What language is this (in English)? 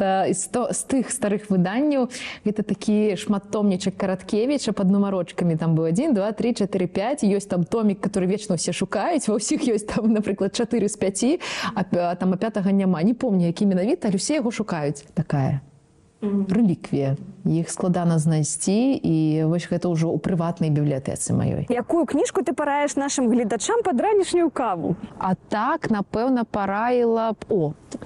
Belarusian